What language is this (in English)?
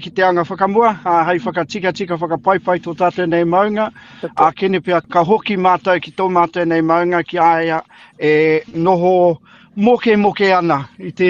Māori